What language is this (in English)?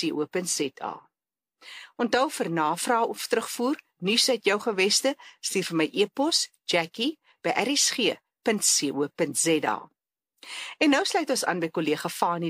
Afrikaans